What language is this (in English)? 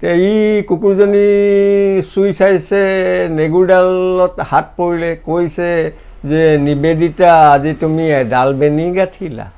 Assamese